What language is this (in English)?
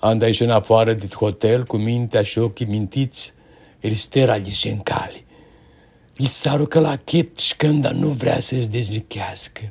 Aromanian